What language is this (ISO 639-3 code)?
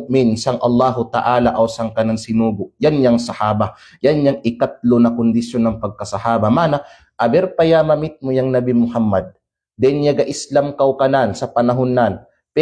kqe